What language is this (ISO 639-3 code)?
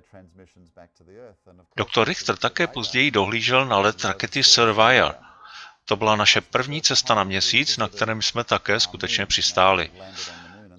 ces